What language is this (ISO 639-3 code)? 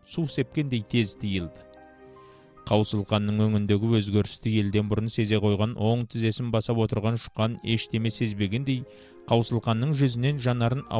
kaz